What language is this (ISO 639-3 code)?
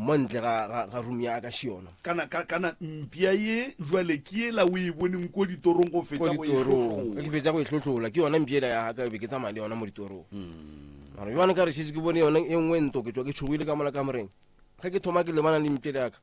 nso